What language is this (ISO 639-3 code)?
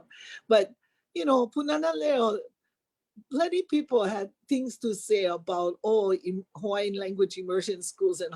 haw